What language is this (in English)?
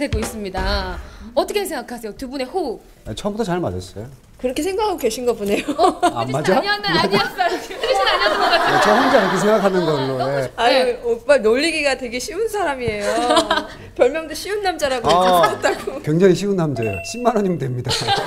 Korean